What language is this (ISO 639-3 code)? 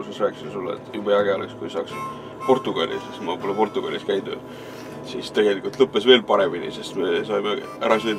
est